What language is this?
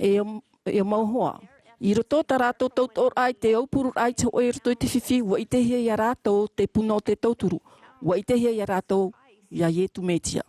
Tahitian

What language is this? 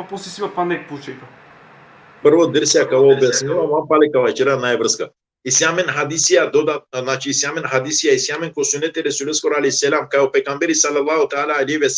Balkan Romani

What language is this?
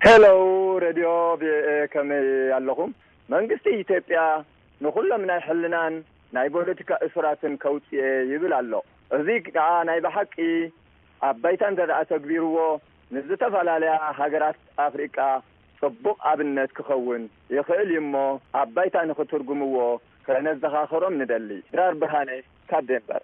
Tigrinya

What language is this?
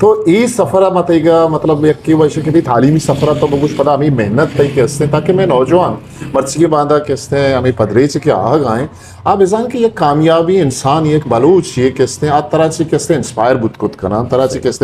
Eastern Balochi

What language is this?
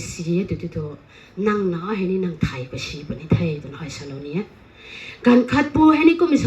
Rongmei Naga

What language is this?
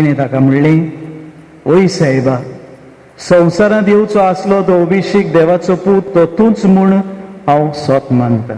Konkani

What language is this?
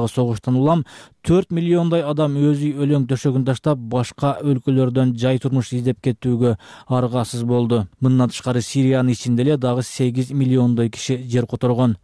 Kyrgyz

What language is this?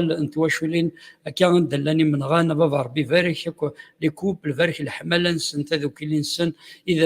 Kabyle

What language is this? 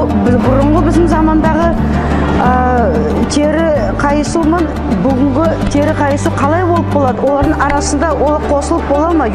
Nogai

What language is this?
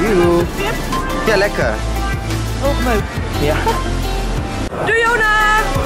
Dutch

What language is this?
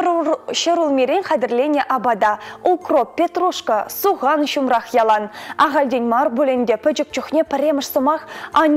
Chuvash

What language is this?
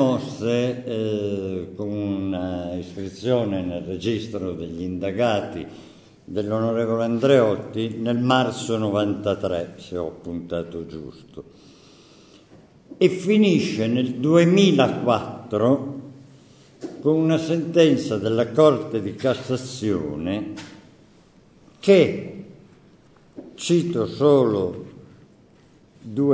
Italian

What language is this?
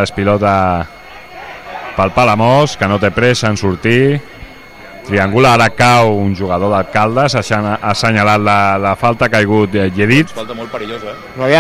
Catalan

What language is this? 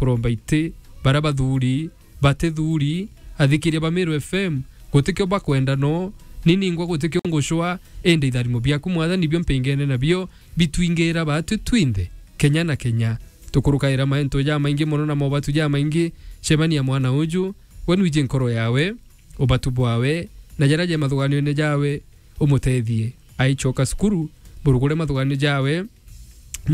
Meru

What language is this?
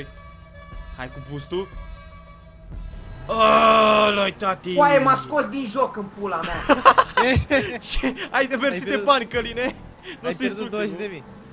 Romanian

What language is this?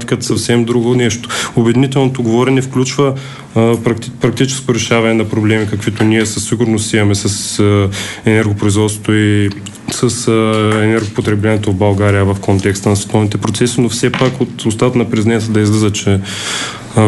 Bulgarian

